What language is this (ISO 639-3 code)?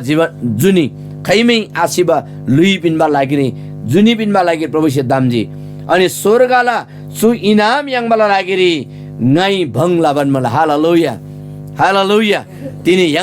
taj